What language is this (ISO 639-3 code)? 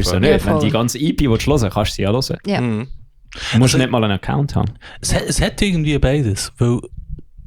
gsw